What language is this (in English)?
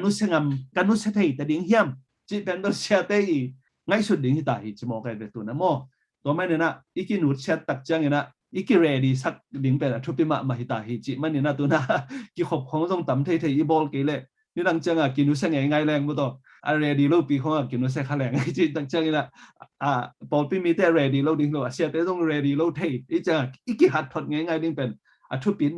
Tedim Chin